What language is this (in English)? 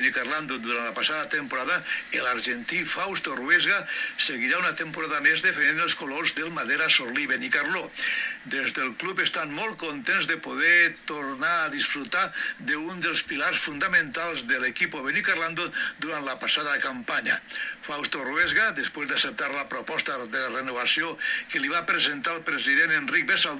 Catalan